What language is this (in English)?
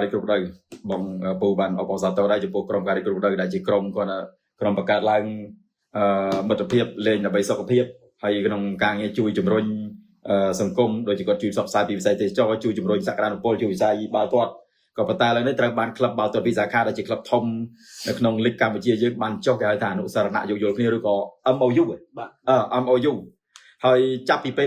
Khmer